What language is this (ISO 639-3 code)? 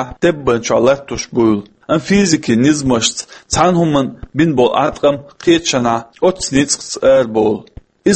che